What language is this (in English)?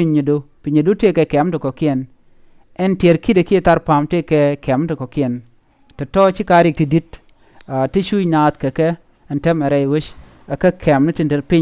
Nuer